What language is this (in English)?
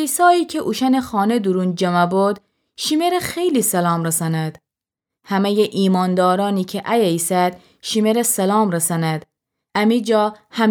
Gilaki